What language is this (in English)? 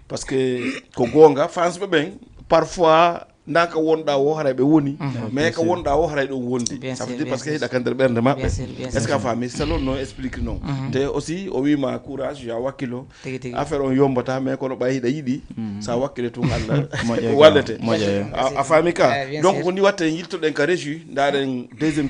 Fula